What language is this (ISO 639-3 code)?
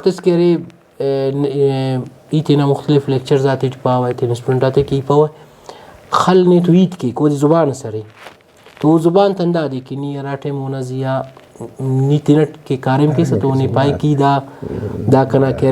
brh